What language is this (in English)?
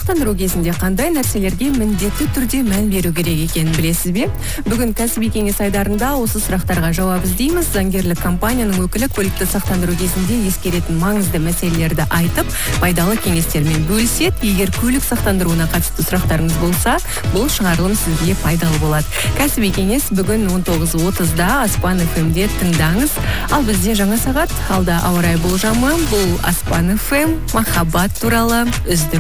Kazakh